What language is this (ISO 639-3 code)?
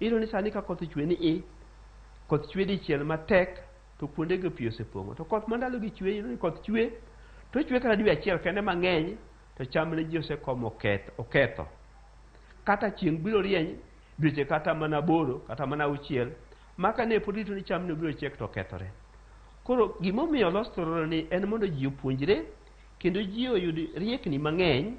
luo